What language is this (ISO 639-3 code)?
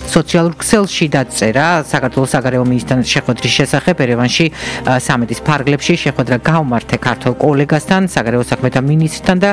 kat